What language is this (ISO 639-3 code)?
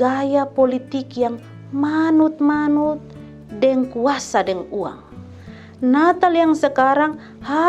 mkn